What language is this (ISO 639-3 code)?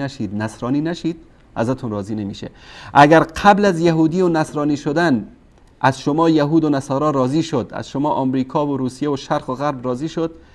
fas